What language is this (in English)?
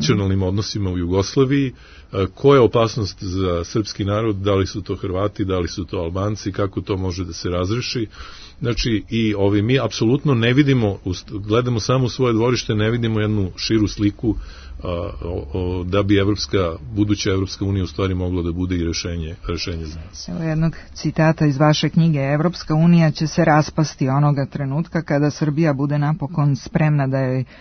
Serbian